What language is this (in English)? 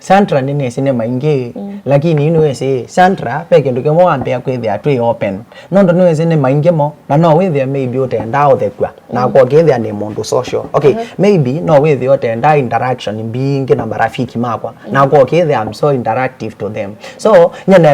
Kamba